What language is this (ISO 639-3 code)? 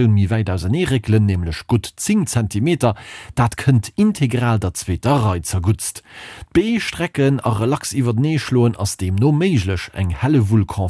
ltz